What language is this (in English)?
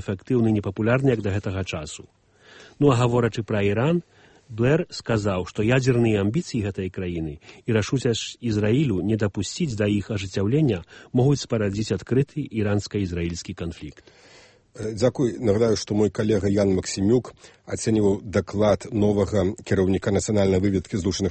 Belarusian